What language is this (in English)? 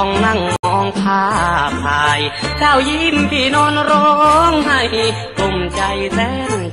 Thai